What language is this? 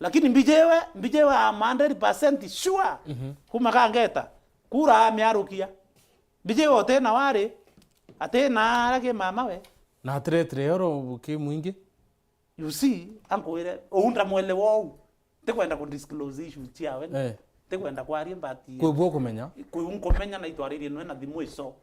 Meru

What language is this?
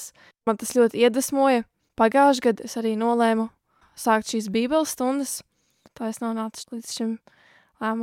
Latvian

